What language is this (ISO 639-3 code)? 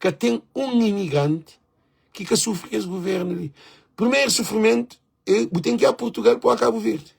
kea